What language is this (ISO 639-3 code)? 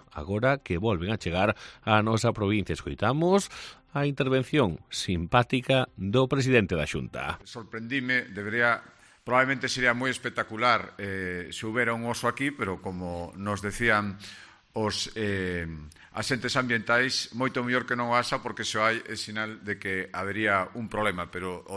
glg